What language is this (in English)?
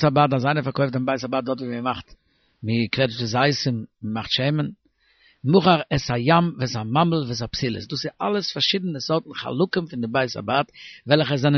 Yiddish